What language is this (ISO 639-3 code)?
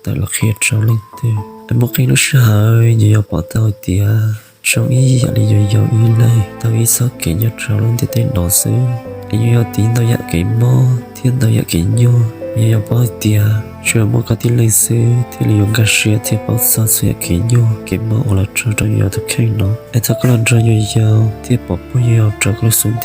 hmn